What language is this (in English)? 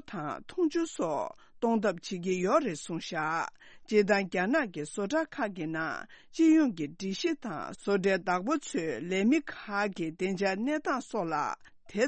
Tibetan